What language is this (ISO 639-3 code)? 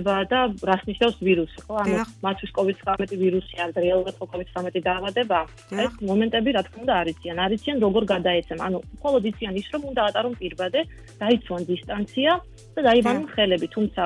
kat